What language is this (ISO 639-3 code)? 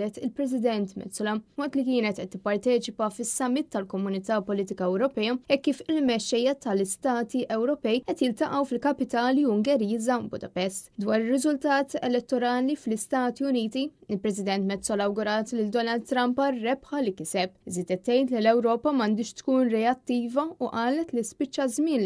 mlt